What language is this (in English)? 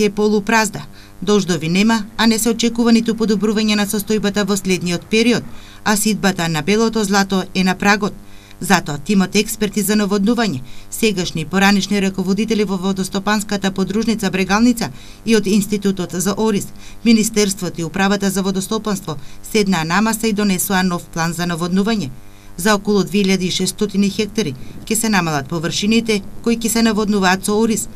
Macedonian